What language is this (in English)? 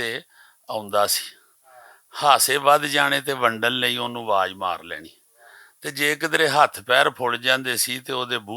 Western Panjabi